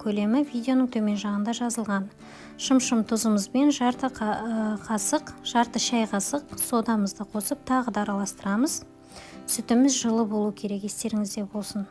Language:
Kazakh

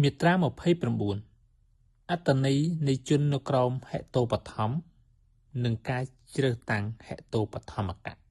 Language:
Khmer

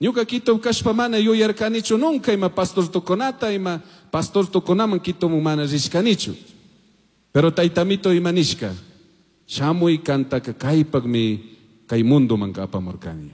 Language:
Chimborazo Highland Quichua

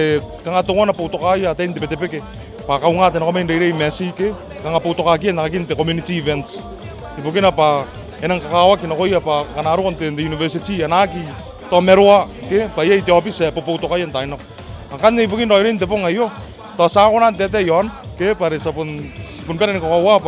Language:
Gilbertese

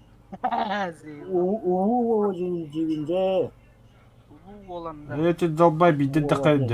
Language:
Yakut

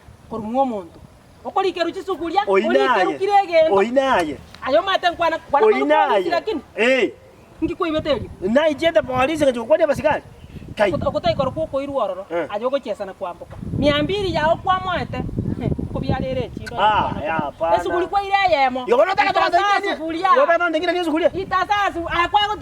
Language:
Gusii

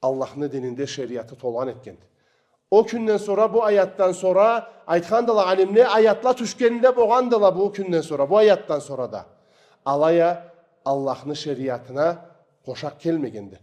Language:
Karachay-Balkar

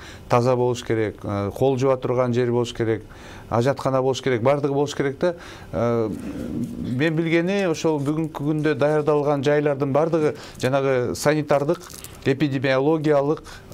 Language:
Kyrgyz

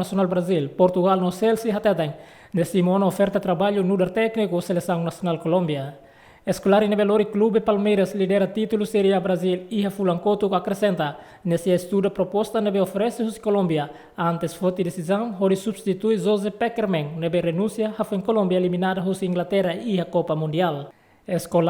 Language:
Tetum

